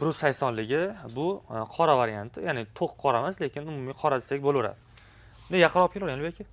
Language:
Uzbek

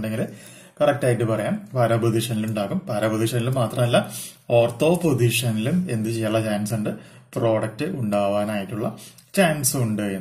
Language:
Malayalam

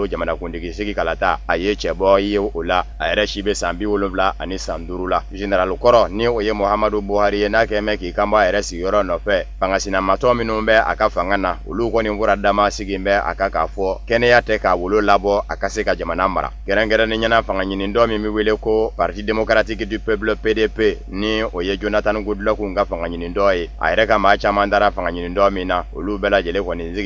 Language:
Bambara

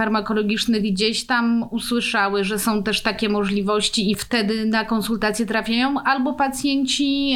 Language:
Polish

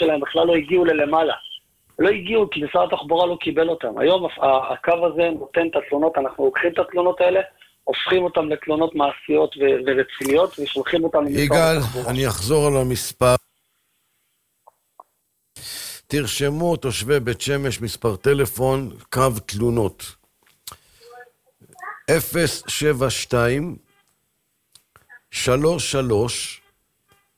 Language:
Hebrew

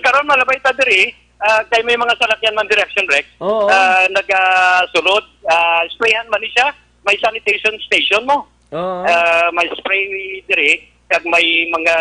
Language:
Hiligaynon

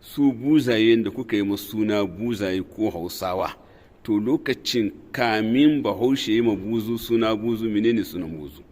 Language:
Hausa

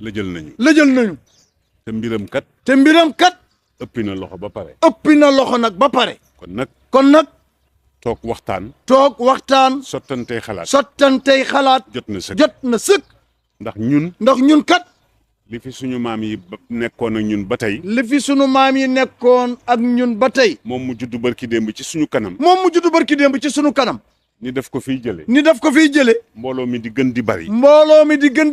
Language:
Wolof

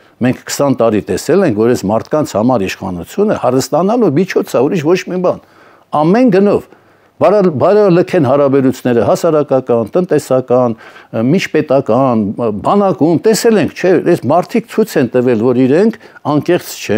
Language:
Armenian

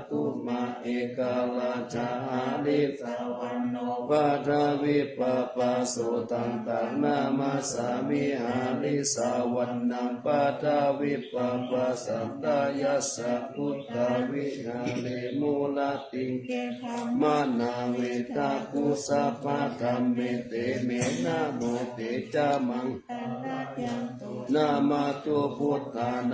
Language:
Pali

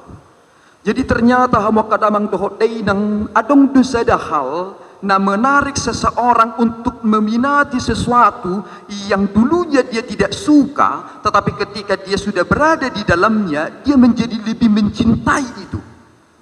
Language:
Batak Toba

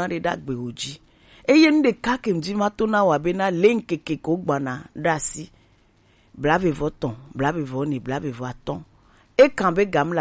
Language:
Gen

